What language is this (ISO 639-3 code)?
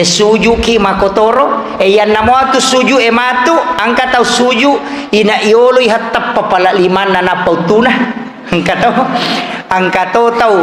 bug